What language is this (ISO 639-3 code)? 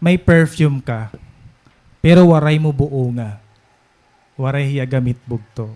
war